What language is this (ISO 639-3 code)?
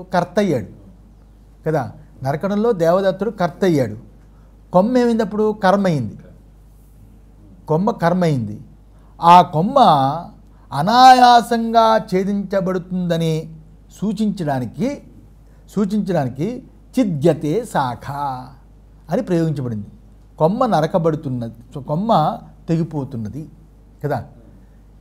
tel